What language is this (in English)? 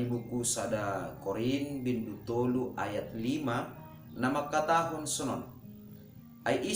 Batak Simalungun